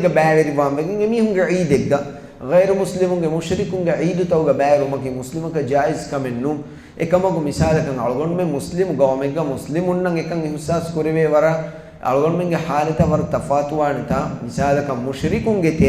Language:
Divehi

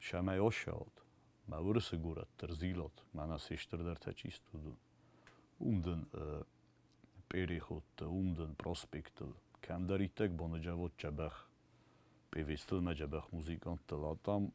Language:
Ossetic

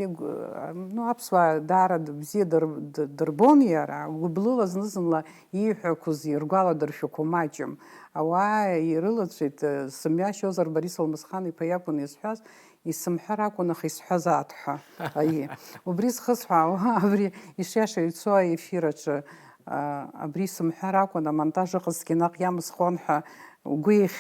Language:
Abkhazian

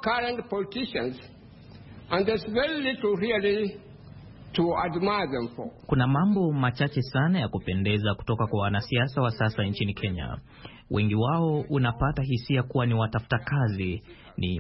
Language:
Swahili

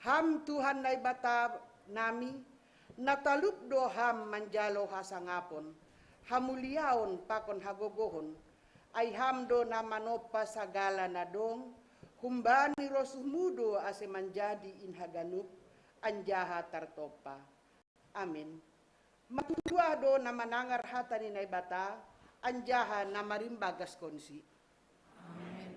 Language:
Batak Simalungun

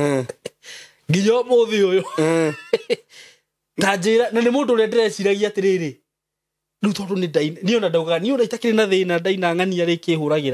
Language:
Kikuyu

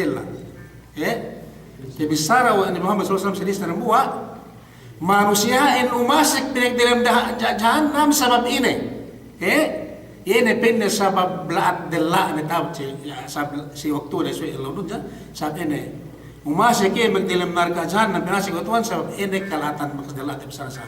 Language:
Yakan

